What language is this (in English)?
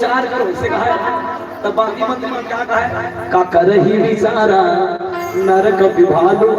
Chhattisgarhi